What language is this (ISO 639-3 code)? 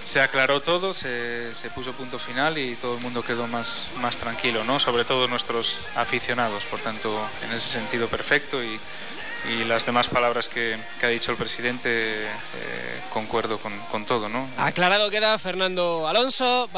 spa